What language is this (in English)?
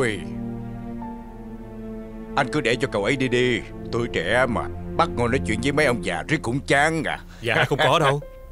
Vietnamese